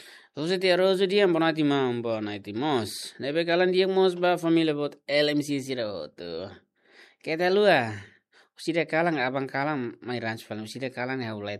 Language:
Tetum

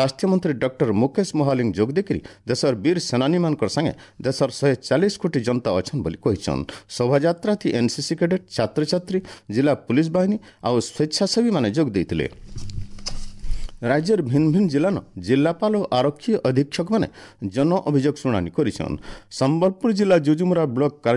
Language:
Odia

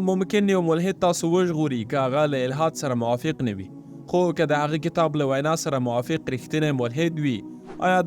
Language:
Pashto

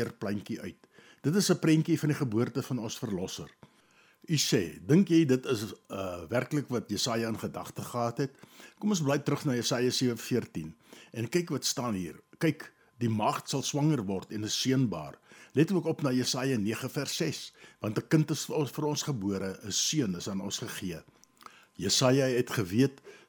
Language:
Afrikaans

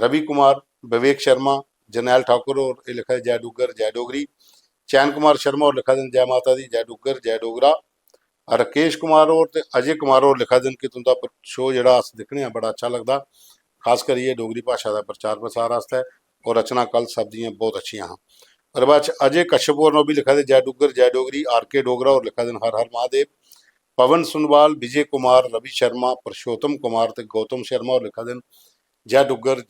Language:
Dogri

